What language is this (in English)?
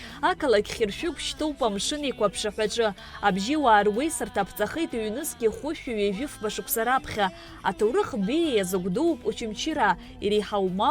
Abkhazian